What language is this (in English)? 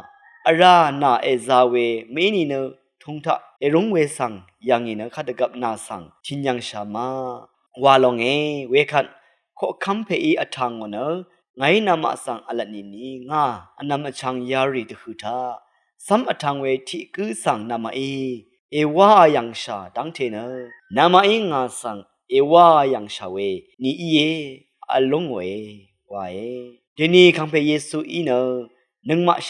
Rawang